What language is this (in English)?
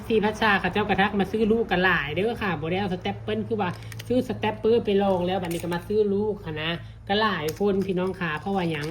Northeastern Thai